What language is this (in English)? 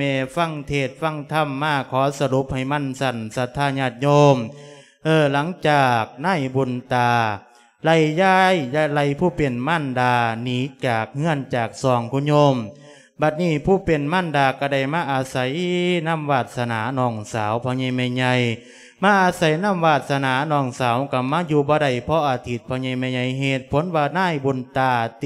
Lao